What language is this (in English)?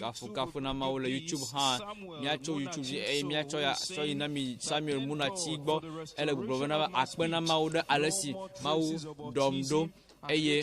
Ewe